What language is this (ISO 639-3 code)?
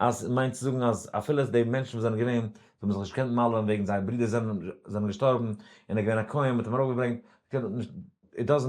yid